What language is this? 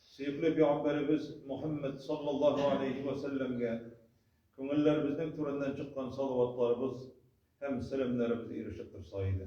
Tatar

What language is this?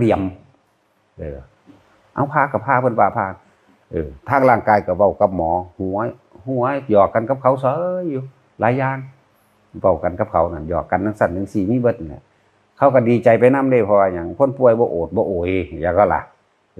Northeastern Thai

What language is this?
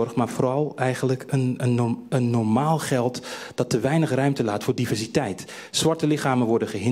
Dutch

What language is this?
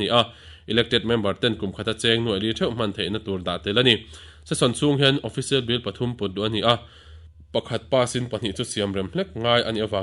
Mizo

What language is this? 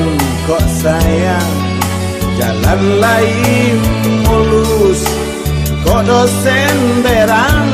Minangkabau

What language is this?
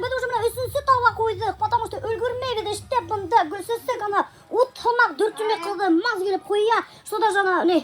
Bashkir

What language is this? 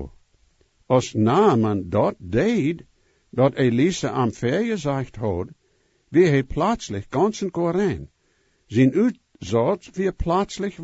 Plautdietsch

